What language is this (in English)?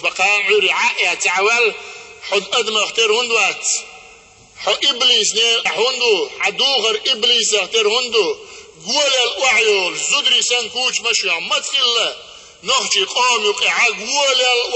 Chechen